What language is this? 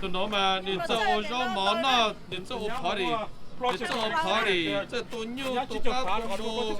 Hmong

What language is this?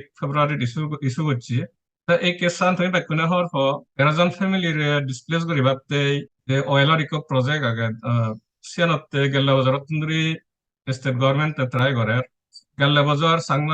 Chakma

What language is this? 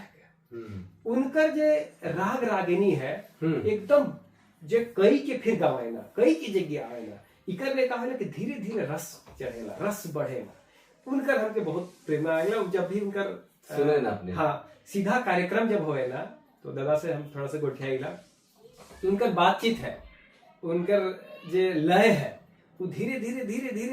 Sadri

